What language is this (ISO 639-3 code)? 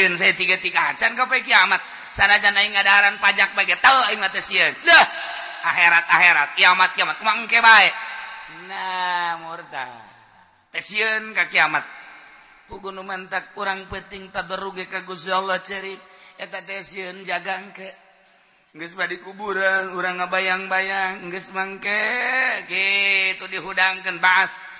sun